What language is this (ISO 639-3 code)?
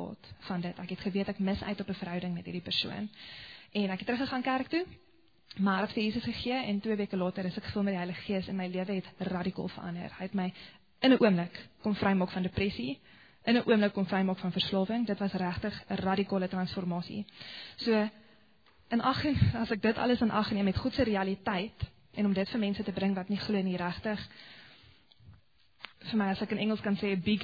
afr